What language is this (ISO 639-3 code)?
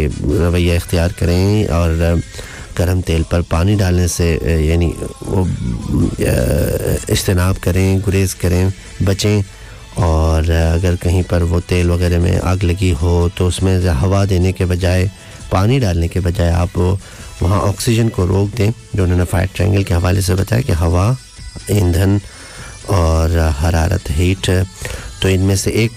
urd